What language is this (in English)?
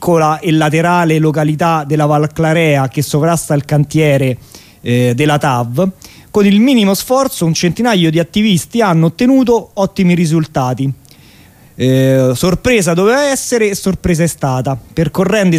Italian